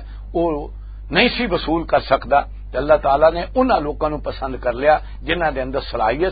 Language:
Western Panjabi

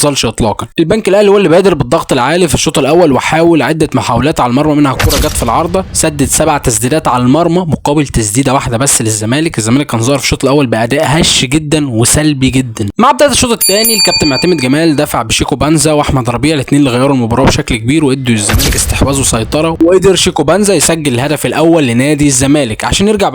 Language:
Egyptian Arabic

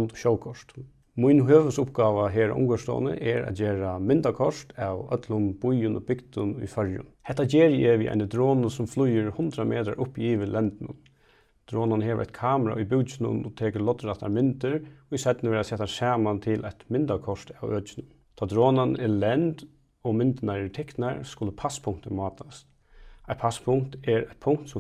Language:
Faroese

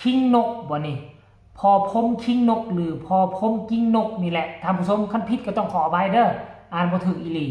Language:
Northeastern Thai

